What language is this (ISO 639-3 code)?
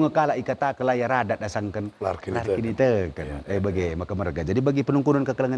btx